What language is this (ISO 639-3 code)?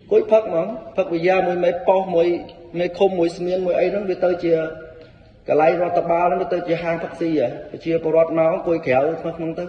khm